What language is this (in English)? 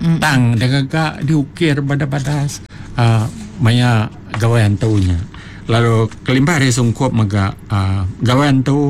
Iban